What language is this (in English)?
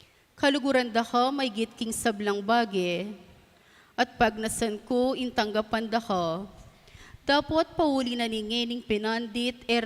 Pampanga